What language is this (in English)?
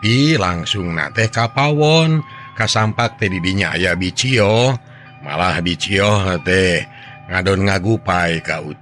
Sundanese